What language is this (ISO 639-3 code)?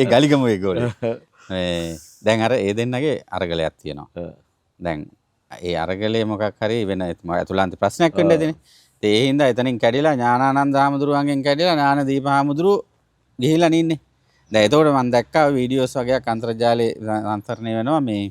sin